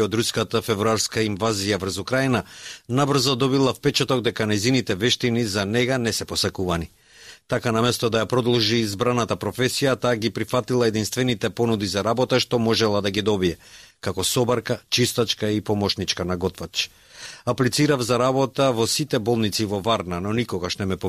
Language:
Macedonian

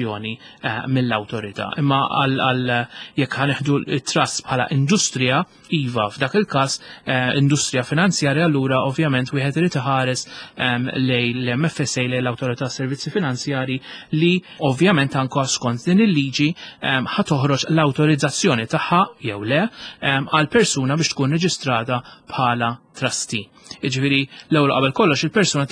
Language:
Maltese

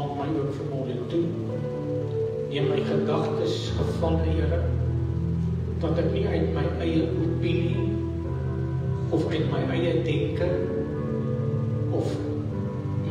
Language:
Afrikaans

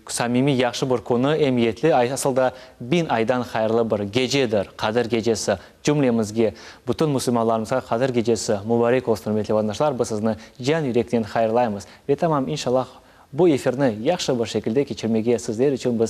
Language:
Crimean Tatar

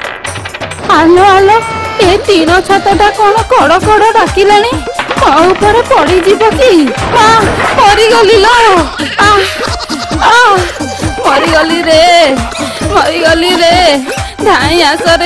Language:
Odia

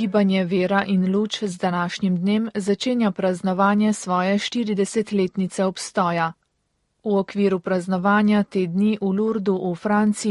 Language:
Slovenian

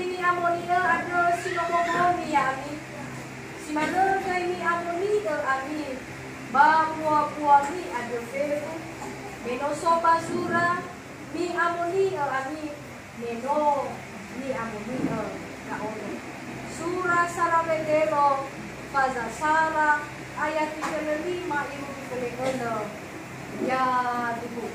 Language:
Nias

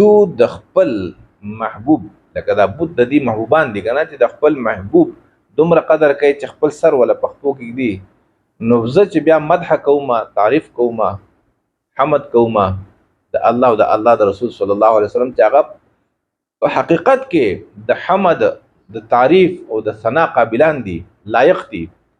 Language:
Pashto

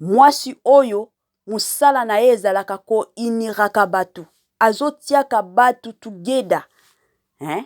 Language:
Lingala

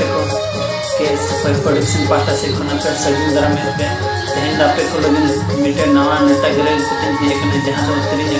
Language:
Santali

